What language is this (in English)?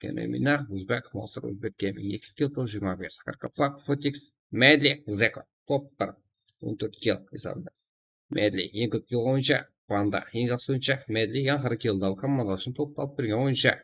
Kara-Kalpak